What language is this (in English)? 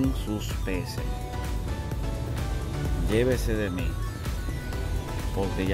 Spanish